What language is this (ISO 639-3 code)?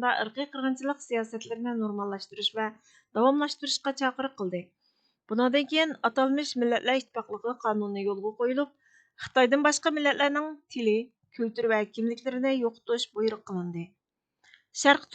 uig